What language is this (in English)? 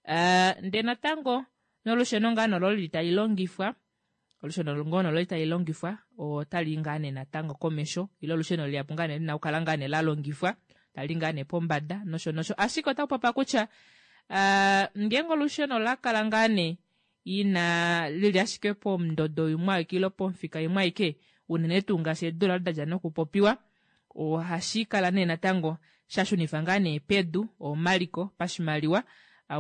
Kuanyama